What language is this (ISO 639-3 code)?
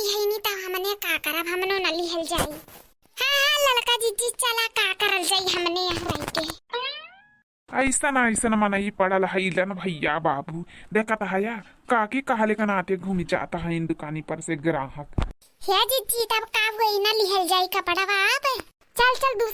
awa